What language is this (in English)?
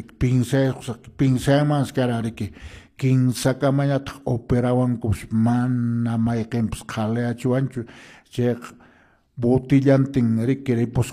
Quechua